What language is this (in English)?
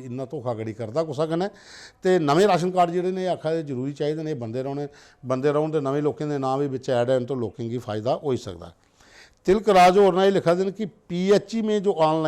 Dogri